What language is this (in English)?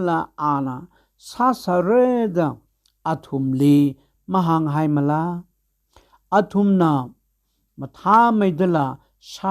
Tangkhul Naga (India)